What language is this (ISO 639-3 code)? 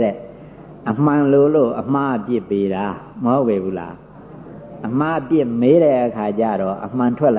mya